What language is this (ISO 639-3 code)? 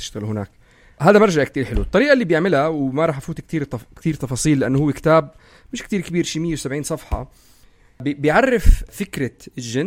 apc